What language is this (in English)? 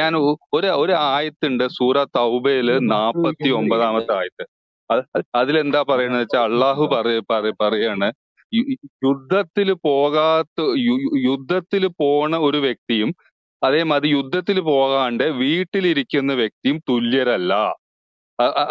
Malayalam